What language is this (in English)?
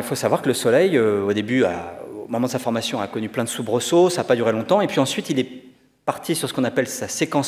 French